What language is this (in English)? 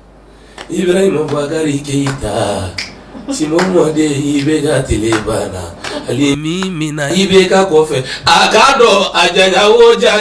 Bambara